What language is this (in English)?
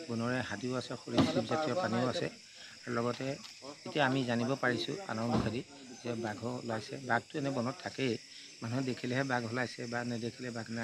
Assamese